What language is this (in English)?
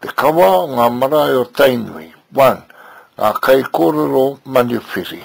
Māori